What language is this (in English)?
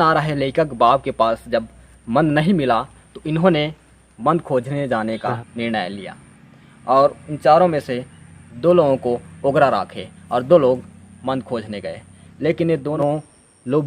Chhattisgarhi